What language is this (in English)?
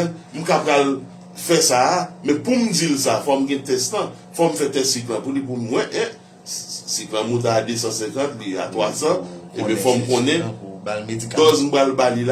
Haitian Creole